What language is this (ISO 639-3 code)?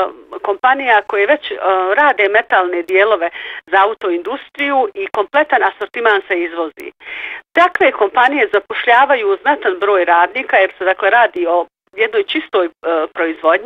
bos